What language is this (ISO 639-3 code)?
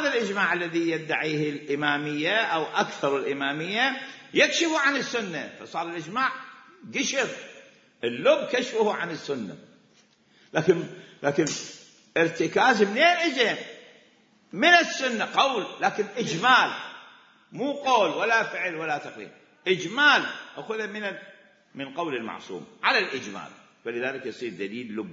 acm